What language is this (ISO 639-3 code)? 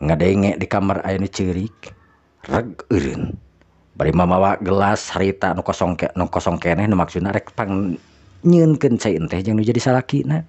sun